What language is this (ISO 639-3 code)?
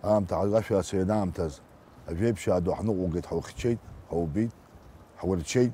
abk